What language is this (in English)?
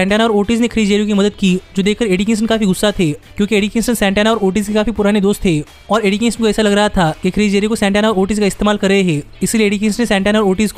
Hindi